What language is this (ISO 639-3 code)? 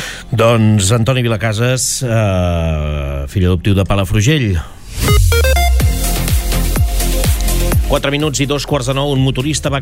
cat